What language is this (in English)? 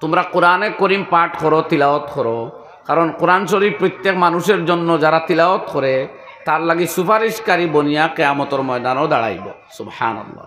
Sylheti